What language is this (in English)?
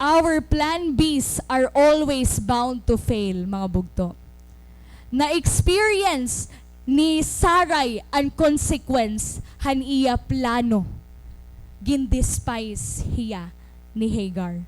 Waray